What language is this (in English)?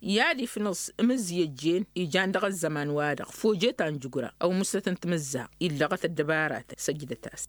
Tamasheq